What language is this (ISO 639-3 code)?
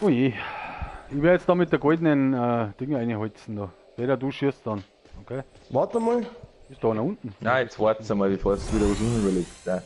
bar